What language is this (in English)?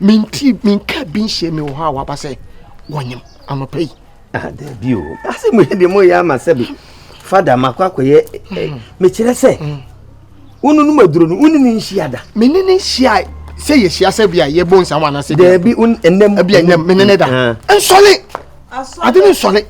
Akan